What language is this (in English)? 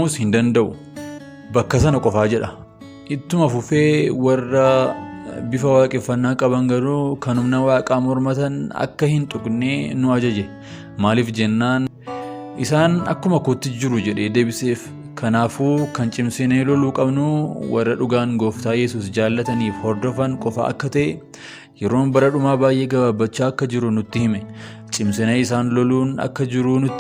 Oromo